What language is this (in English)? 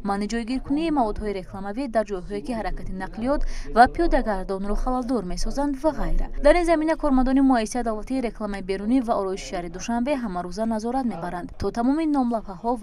Tajik